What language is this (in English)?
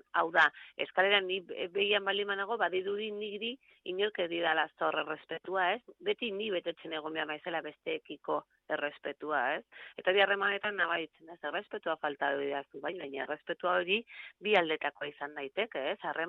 Basque